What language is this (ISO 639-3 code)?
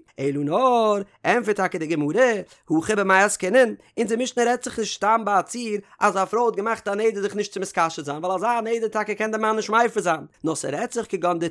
yid